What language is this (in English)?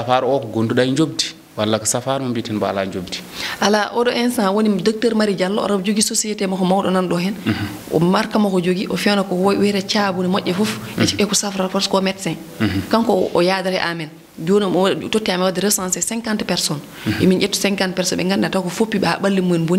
Fula